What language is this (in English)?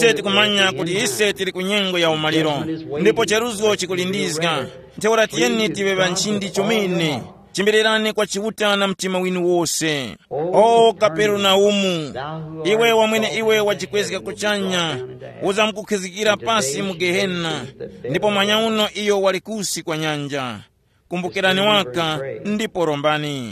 Tumbuka